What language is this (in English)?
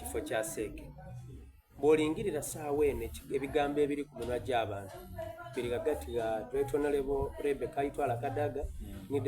Soga